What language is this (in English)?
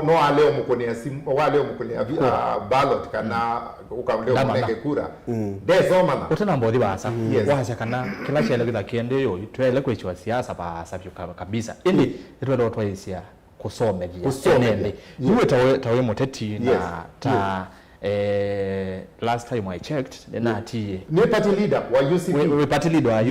Kamba